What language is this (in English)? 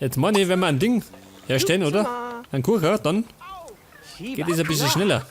Bavarian